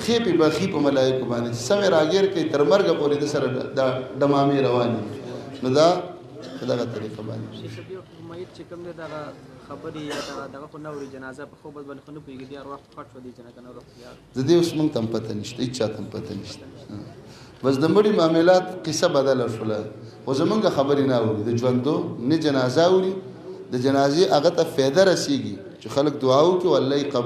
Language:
Pashto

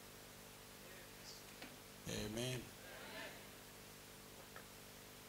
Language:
Kinyarwanda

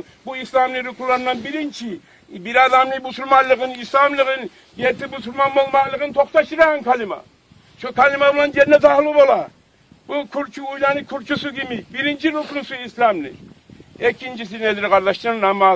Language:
Kumyk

